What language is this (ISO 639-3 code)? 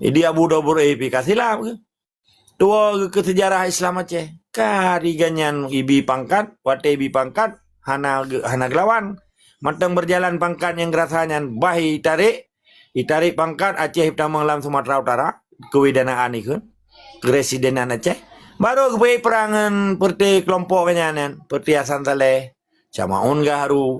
ace